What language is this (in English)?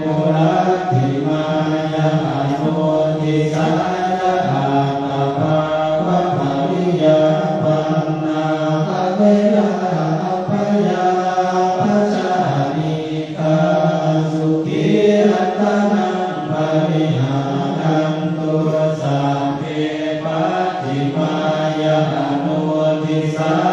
Pali